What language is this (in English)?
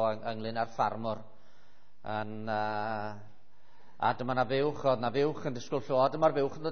Welsh